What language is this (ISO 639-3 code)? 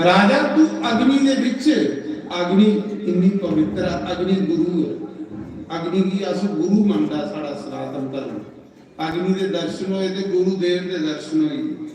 doi